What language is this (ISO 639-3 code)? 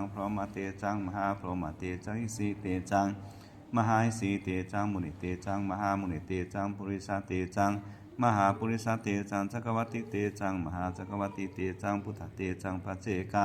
pli